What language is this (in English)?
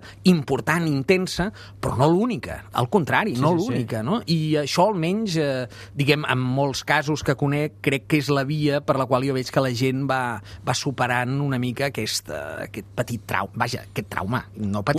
Catalan